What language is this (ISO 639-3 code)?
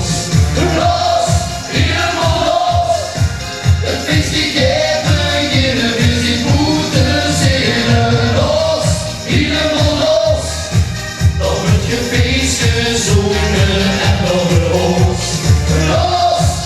lim